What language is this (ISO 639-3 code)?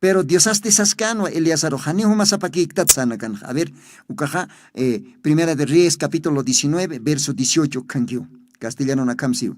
aym